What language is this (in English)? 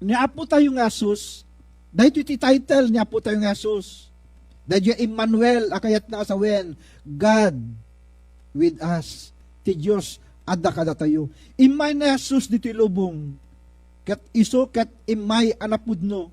Iloko